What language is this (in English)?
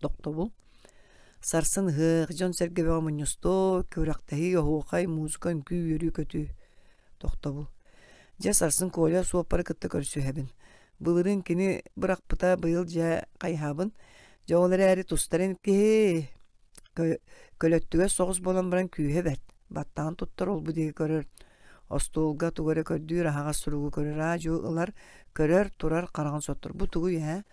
Yakut